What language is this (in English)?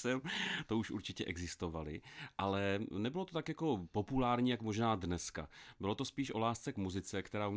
Czech